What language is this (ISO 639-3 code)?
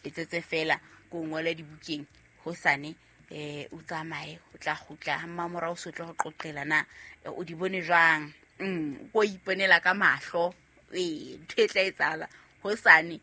sot